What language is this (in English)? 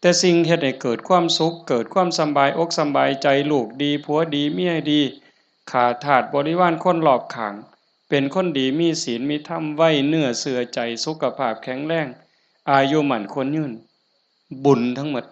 Northeastern Thai